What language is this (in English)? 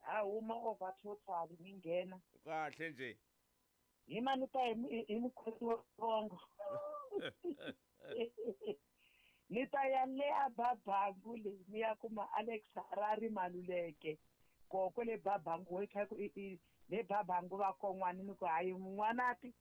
Tsonga